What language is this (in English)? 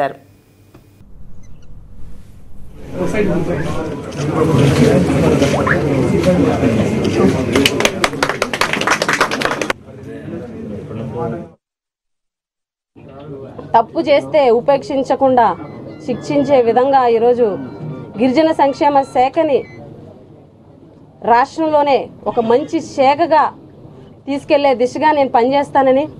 Telugu